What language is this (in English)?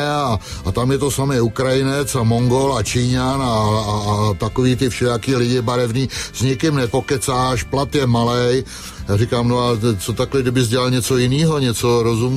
Czech